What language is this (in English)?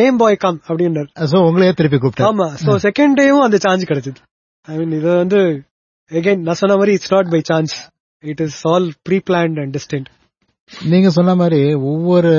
Tamil